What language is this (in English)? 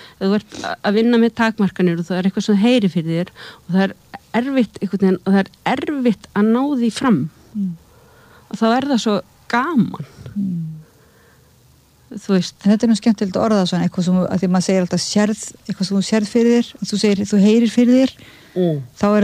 Icelandic